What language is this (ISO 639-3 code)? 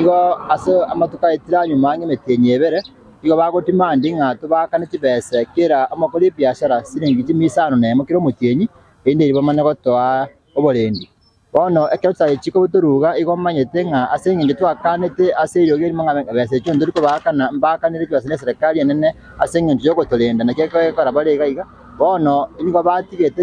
guz